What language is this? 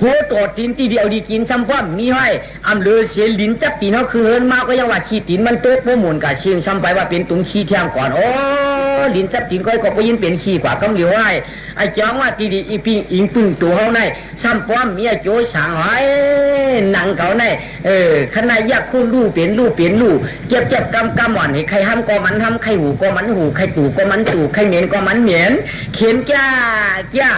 Shan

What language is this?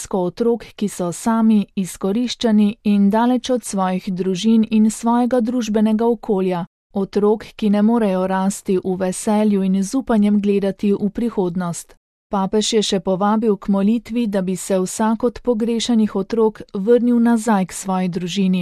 Slovenian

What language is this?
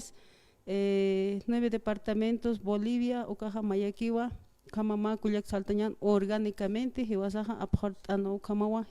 Aymara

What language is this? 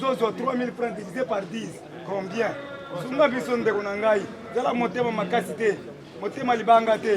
Lingala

